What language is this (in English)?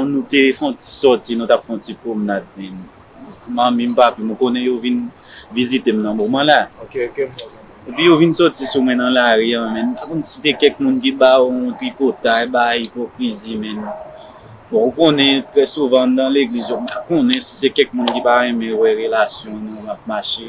Haitian Creole